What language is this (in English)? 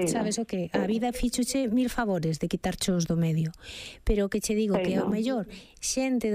Galician